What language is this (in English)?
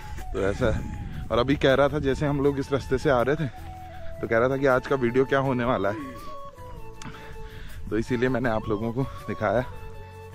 Hindi